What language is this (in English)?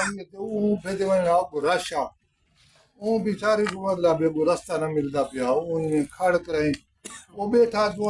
Saraiki